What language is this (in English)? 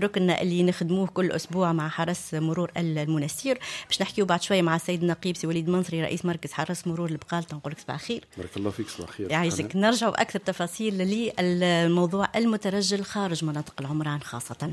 Tunisian Arabic